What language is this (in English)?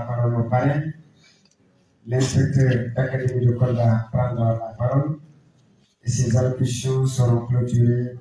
French